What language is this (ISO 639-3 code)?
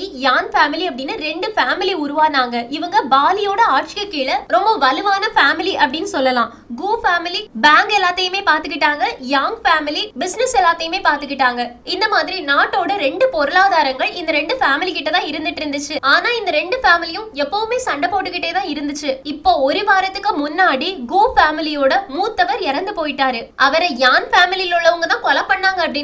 tam